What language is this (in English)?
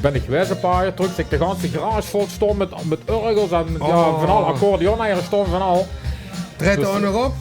Limburgish